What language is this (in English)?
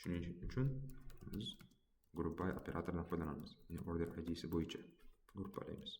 Uzbek